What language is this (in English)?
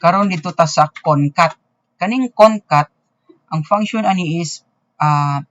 Cebuano